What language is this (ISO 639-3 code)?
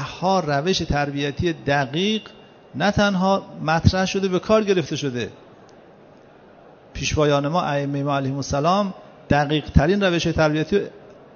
fas